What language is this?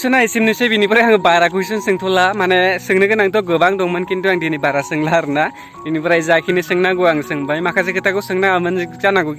Bodo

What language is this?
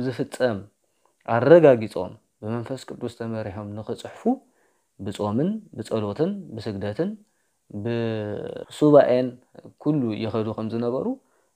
Tigrinya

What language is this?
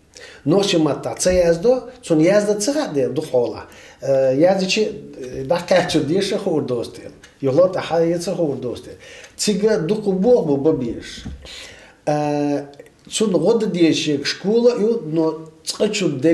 Chechen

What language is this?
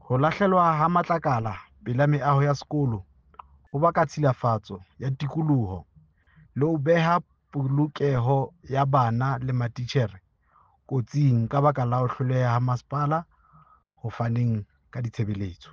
Southern Sotho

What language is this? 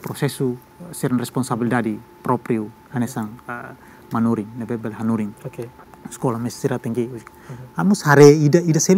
Tetum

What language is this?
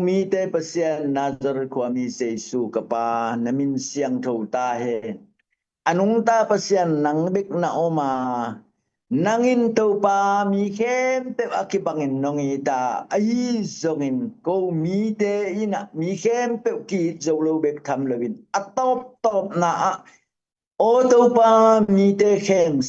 Tedim Chin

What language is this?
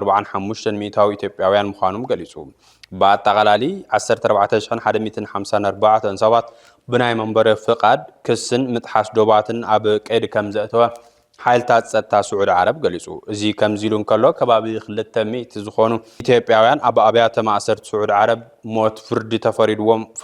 Tigrinya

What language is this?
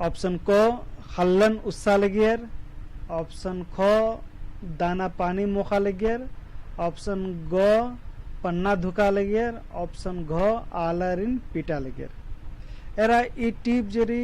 Kurukh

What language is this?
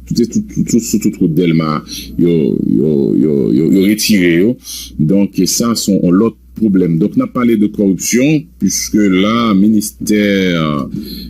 Haitian Creole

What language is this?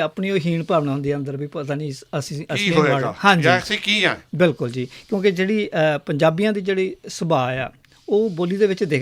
Western Panjabi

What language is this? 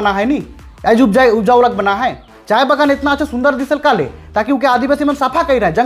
Sadri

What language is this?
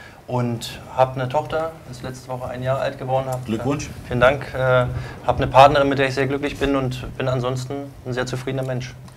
German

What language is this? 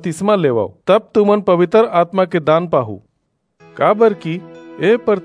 Chhattisgarhi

